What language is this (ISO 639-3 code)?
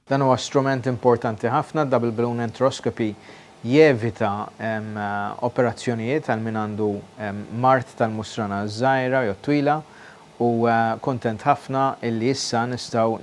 mlt